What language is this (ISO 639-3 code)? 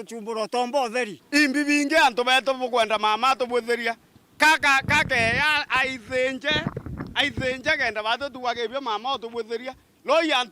mer